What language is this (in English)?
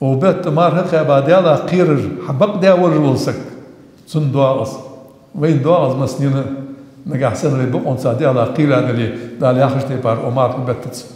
Ingush